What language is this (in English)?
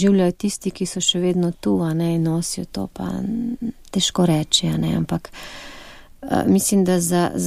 Slovenian